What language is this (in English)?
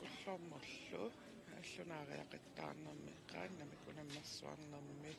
Kalaallisut